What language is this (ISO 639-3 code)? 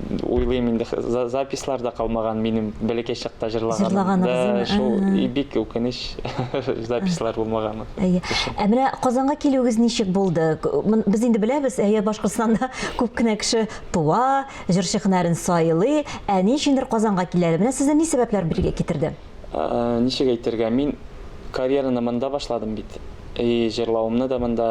tat